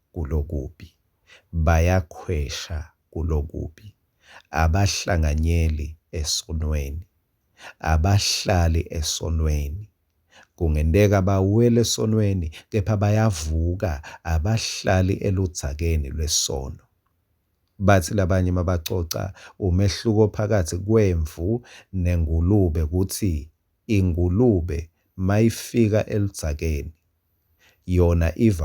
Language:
Swati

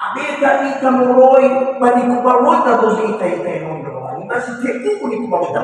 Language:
Nias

